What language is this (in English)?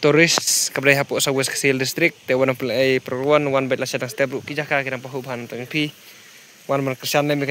Khasi